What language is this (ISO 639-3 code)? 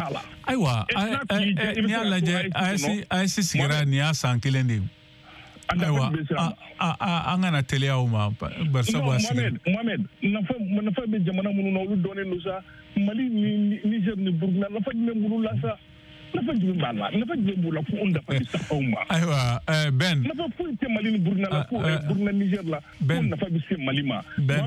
bam